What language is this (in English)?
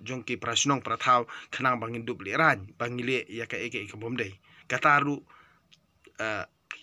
Khasi